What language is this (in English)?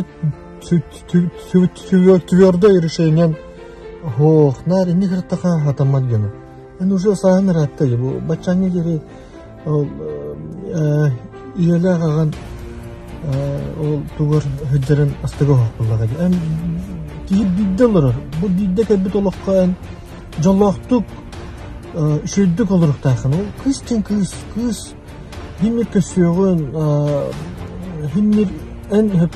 Yakut